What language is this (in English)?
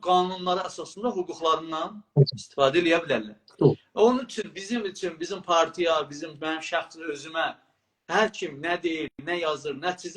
South Azerbaijani